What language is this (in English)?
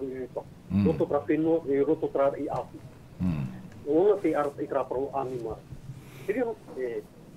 Tahitian